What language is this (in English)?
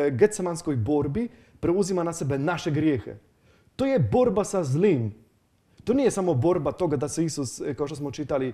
Croatian